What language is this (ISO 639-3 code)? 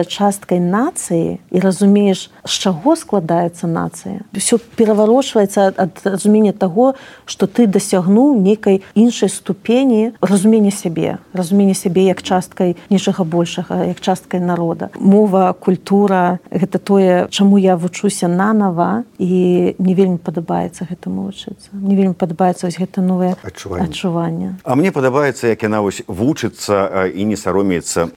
bel